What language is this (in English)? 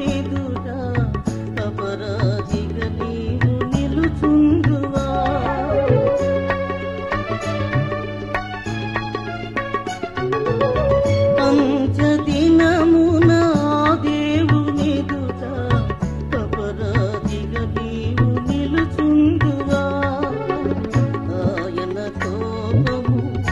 Telugu